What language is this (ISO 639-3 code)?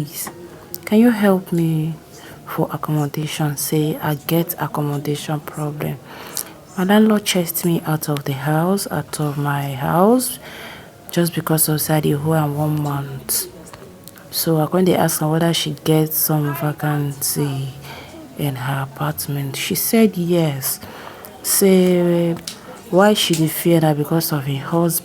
pcm